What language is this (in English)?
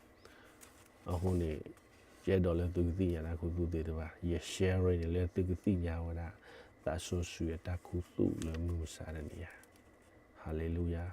S'gaw Karen